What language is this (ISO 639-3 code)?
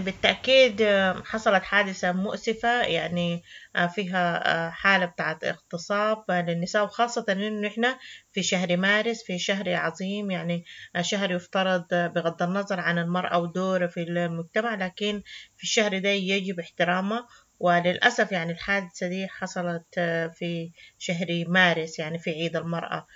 apd